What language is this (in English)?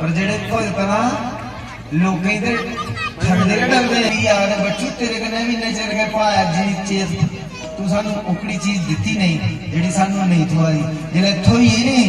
Dogri